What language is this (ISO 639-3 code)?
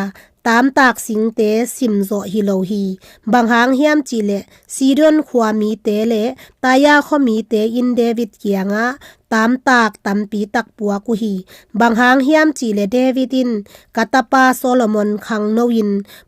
ctd